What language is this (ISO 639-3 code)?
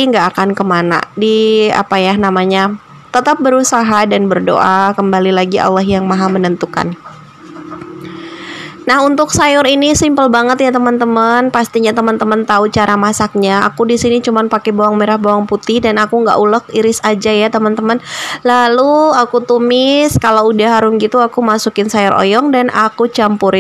ind